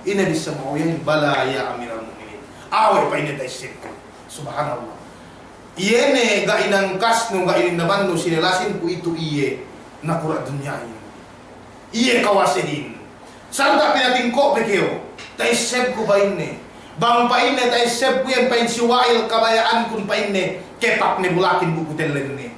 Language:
Yakan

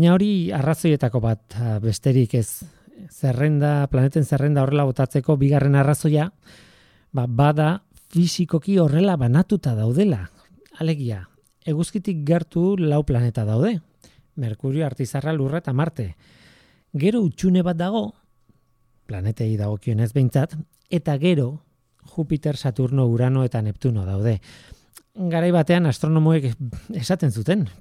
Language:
Basque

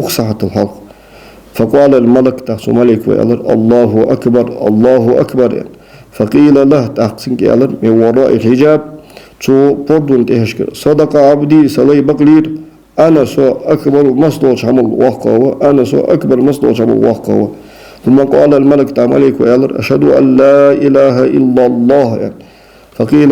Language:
Ingush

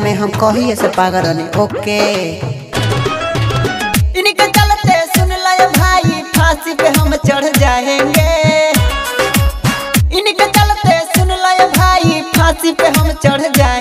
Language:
Bhojpuri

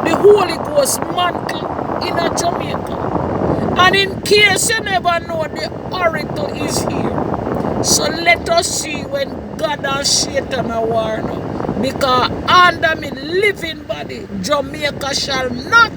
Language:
Jamaican Creole English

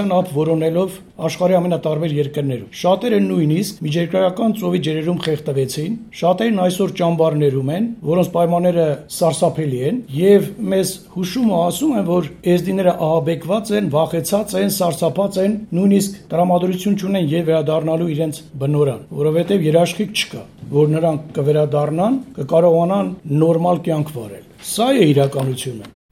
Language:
Armenian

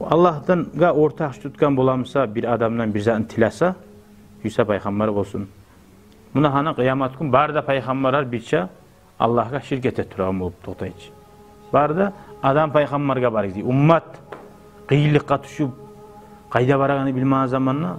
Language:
Kumyk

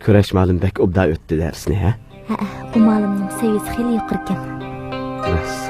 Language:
Uyghur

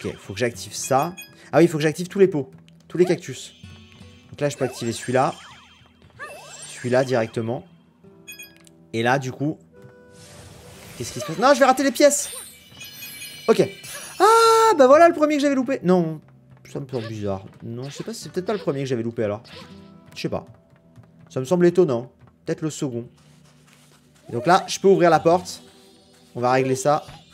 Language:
French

